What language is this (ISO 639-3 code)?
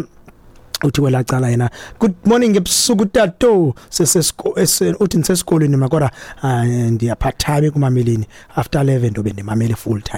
xho